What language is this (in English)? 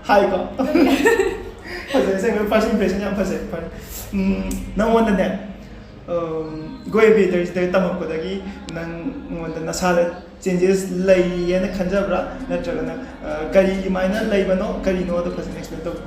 Manipuri